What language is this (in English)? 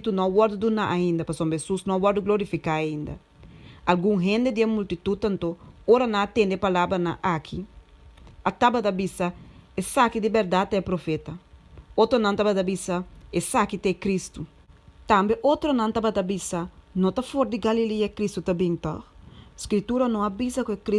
Papiamento